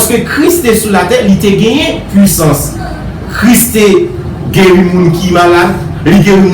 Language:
Haitian Creole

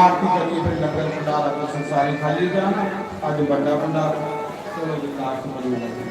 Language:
Dogri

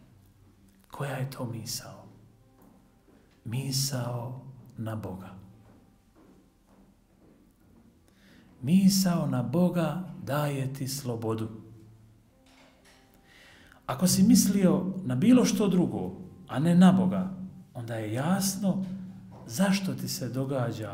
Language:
Croatian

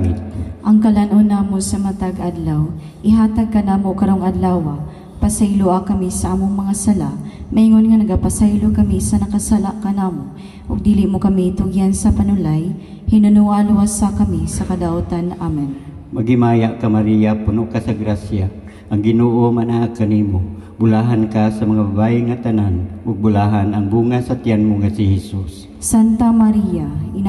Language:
Cebuano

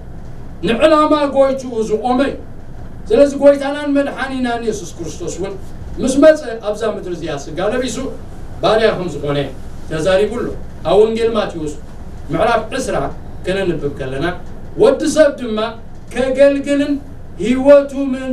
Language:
Tigrinya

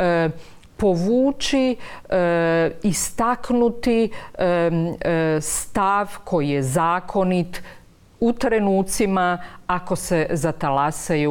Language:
Croatian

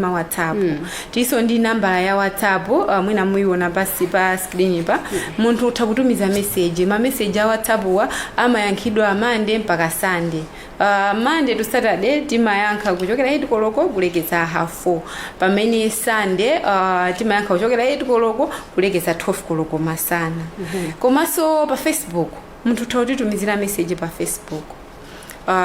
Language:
Nyanja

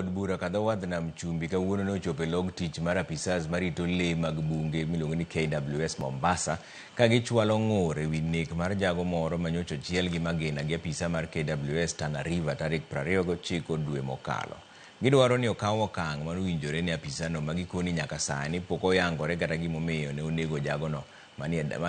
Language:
Luo (Kenya and Tanzania)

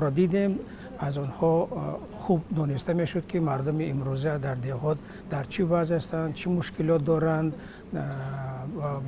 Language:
Tajik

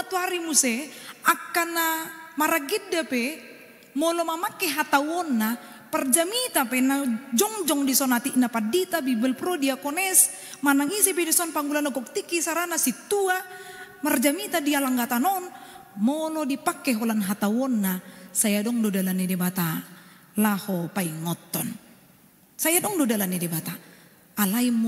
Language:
Batak Toba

